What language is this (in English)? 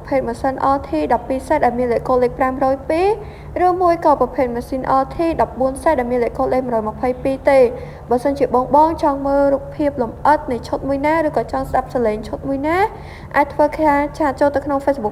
Khmer